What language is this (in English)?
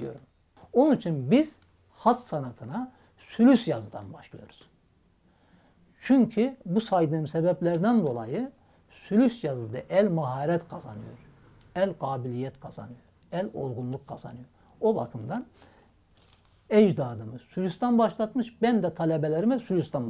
Turkish